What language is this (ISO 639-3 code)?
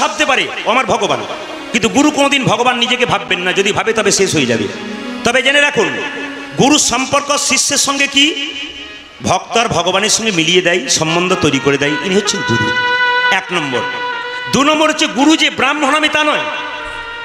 ben